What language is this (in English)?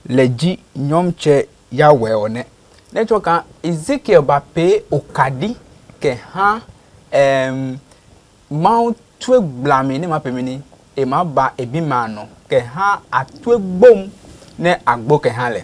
Adangme